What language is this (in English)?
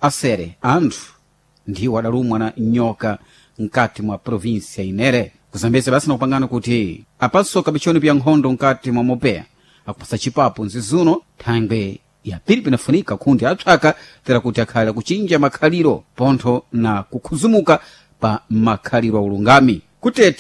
Sena